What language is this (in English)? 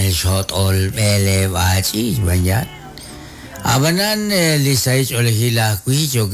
Kekchí